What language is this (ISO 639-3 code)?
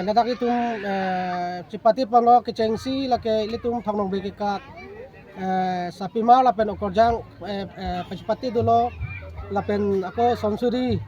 mjw